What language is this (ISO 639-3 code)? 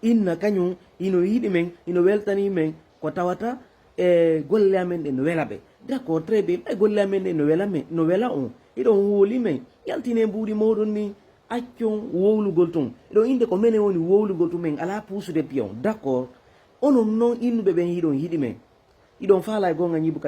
ful